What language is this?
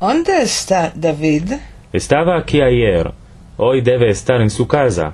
Ladino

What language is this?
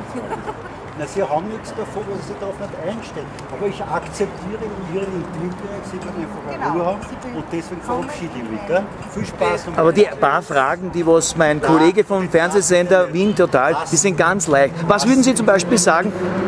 Bavarian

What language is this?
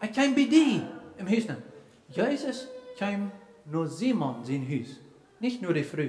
Plautdietsch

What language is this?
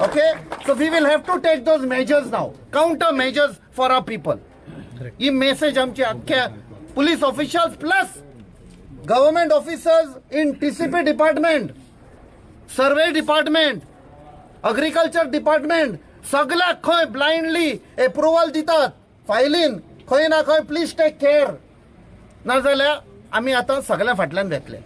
Konkani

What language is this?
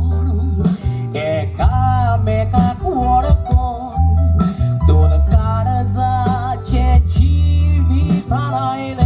Konkani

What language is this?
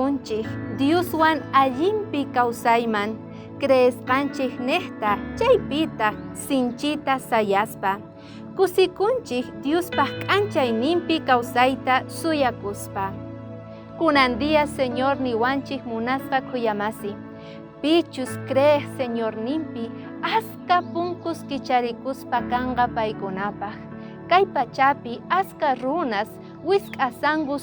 South Bolivian Quechua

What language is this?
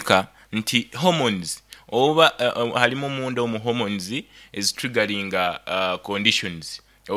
Nyankole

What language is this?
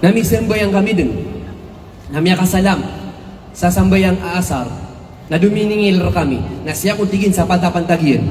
Maranao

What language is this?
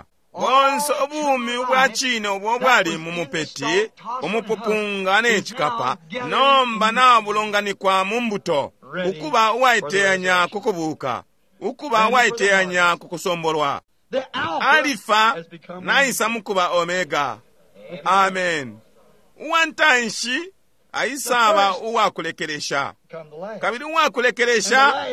Bemba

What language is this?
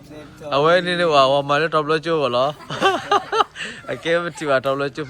S'gaw Karen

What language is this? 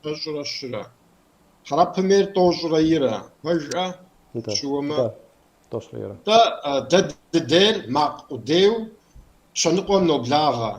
Kabardian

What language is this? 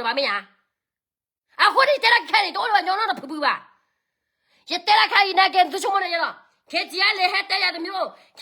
S'gaw Karen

